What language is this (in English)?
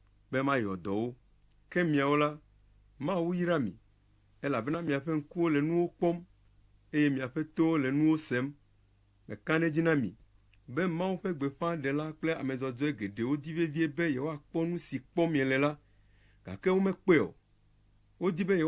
Ewe